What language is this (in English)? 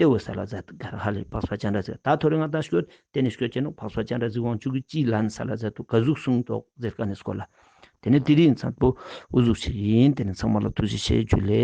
Ladakhi